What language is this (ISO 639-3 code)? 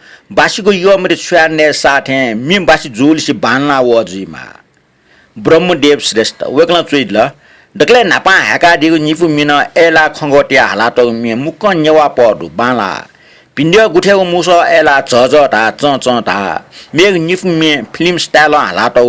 new